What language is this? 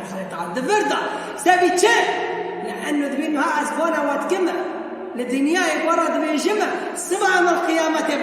Kurdish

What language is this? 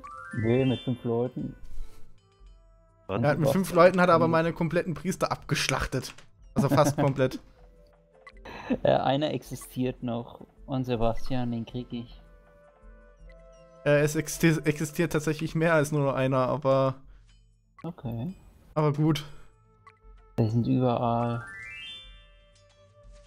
German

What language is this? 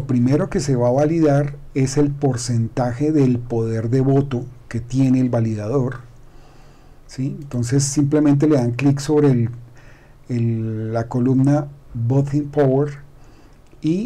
Spanish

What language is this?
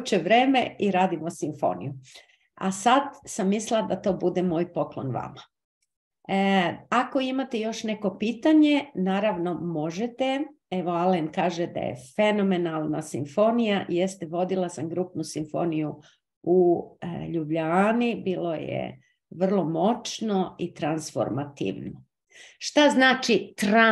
Serbian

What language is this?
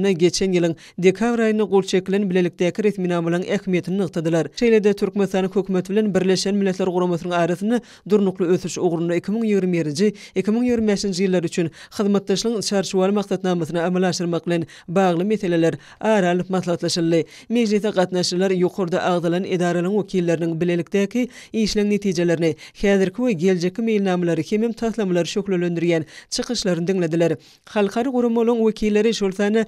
Turkmen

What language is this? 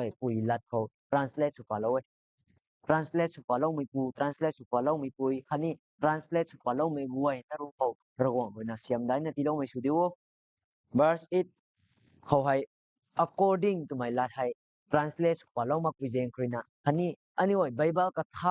Rongmei Naga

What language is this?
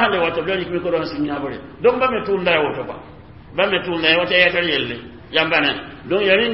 Mossi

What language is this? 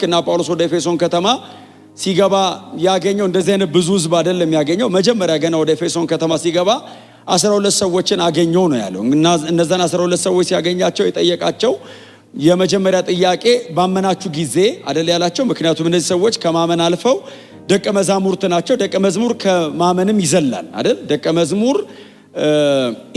Amharic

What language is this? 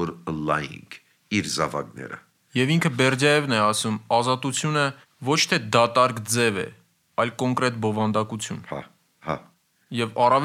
Armenian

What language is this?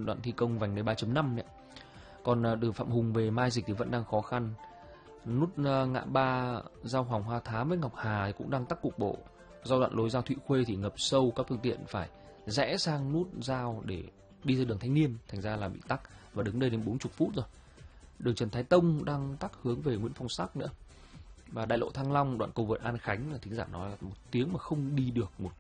Vietnamese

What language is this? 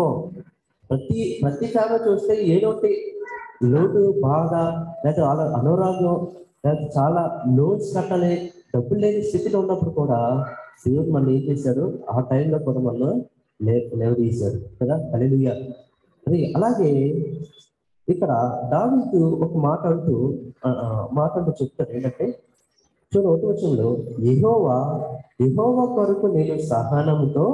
Telugu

